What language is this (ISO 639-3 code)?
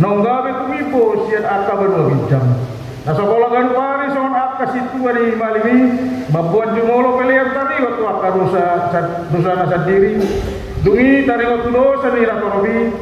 bbc